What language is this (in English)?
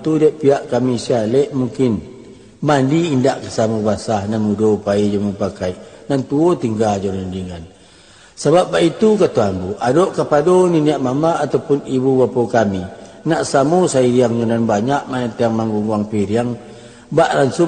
Minangkabau